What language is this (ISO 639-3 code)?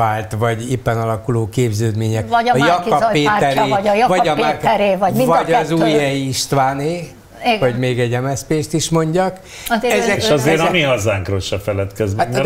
hun